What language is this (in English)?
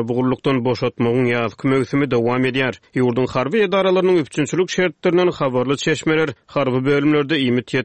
Turkmen